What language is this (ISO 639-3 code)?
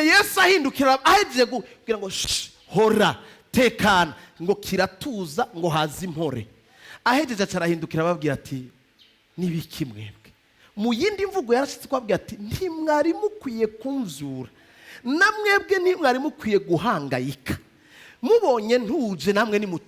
run